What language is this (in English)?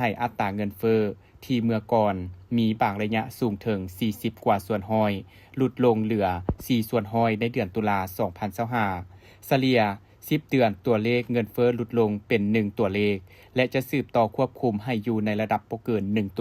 Lao